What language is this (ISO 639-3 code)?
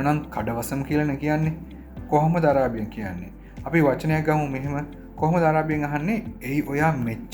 sin